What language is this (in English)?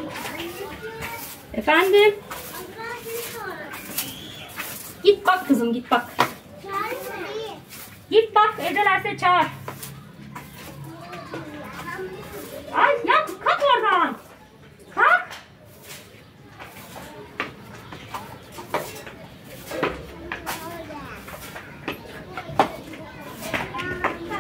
Turkish